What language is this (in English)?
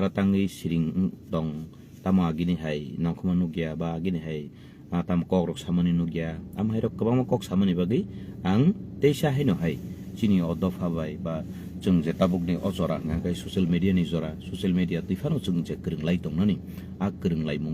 Kok Borok